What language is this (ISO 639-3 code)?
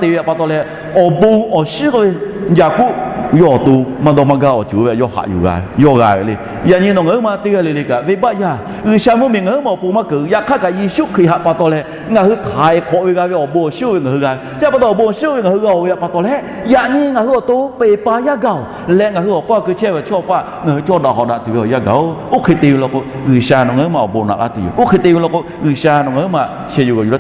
lhu